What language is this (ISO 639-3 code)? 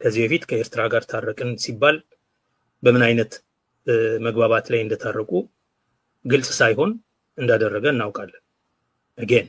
amh